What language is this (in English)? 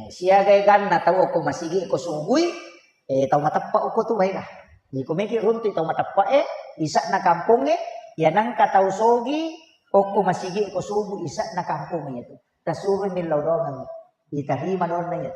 Buginese